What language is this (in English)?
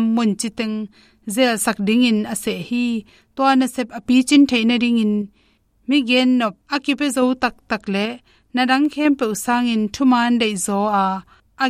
Tedim Chin